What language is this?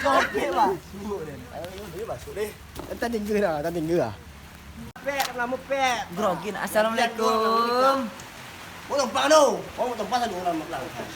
Minangkabau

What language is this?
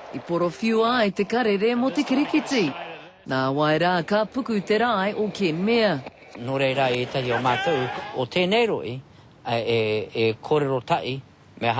Māori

